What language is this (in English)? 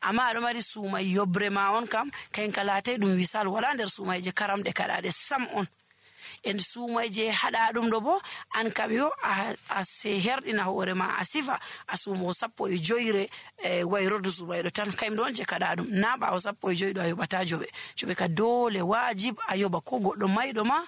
Nigerian Fulfulde